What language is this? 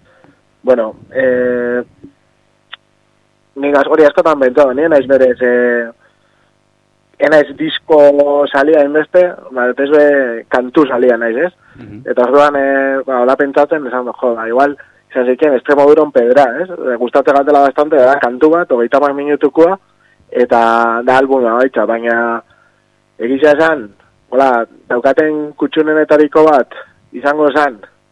Basque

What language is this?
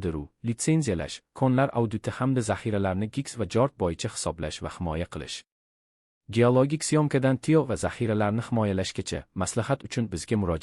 Uzbek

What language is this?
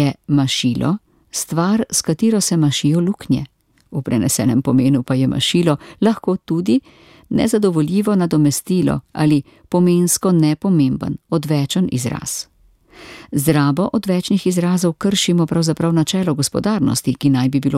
Slovenian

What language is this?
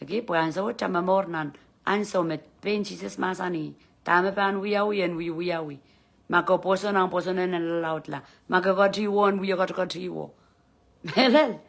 Pohnpeian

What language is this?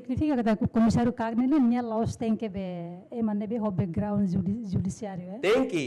Tetum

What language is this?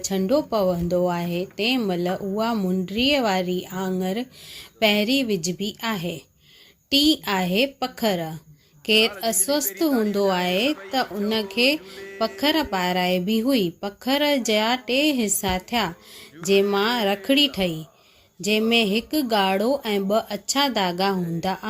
Sindhi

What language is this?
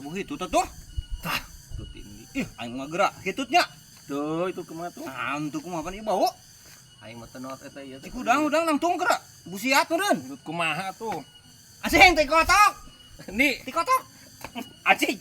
Sundanese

